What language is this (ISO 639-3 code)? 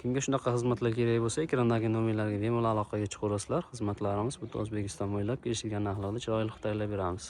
uzb